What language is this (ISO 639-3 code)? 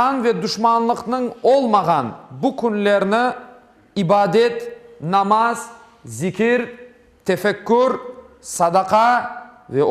crh